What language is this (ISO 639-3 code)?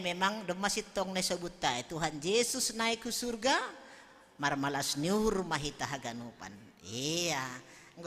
bts